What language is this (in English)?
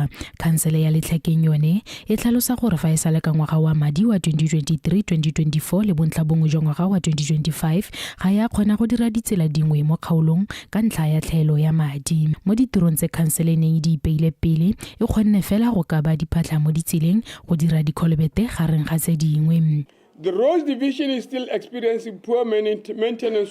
Tswana